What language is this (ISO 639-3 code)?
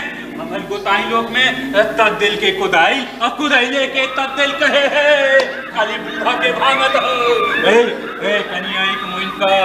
mai